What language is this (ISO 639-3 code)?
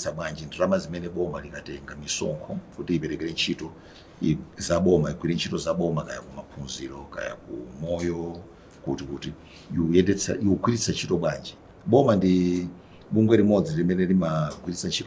nya